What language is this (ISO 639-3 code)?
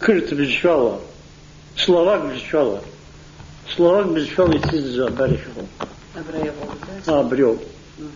abk